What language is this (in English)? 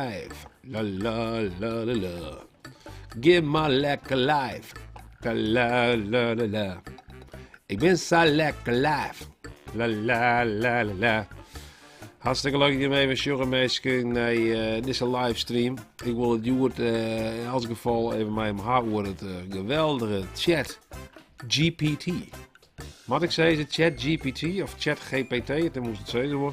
Western Frisian